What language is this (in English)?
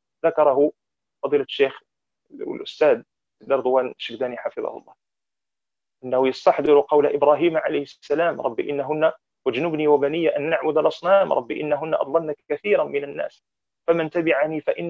Arabic